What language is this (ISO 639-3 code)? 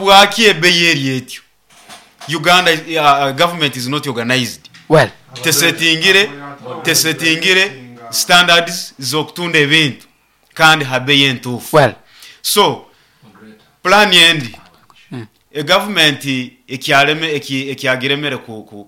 nyo